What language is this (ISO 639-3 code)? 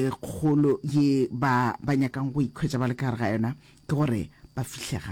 nso